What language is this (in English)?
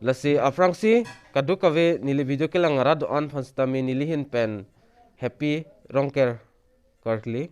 Karbi